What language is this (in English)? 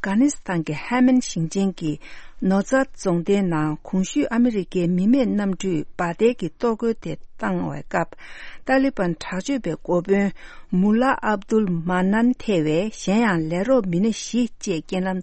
Tibetan